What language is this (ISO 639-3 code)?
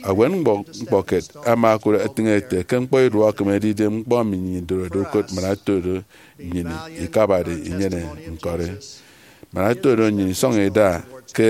efi